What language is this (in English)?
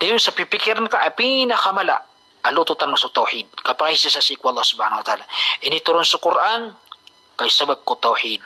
Maranao